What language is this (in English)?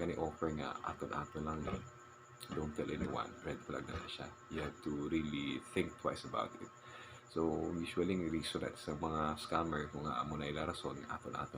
Hiligaynon